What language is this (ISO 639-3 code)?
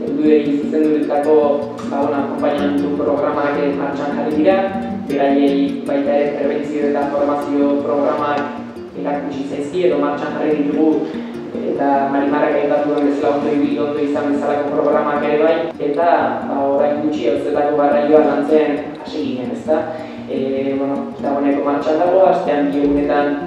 eus